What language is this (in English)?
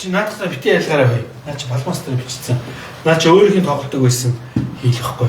Mongolian